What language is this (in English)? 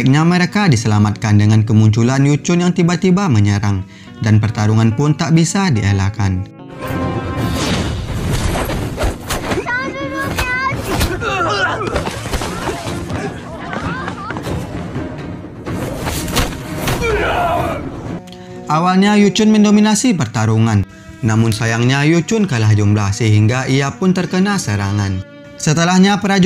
Indonesian